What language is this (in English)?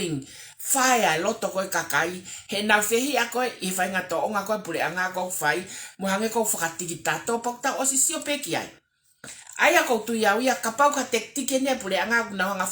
Tongan